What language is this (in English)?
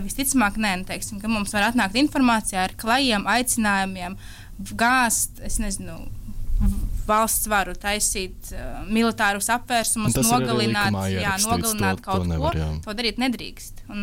Latvian